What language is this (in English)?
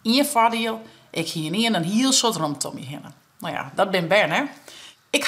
Western Frisian